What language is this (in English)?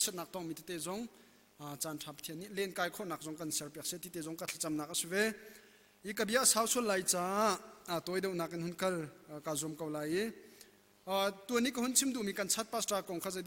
Hakha Chin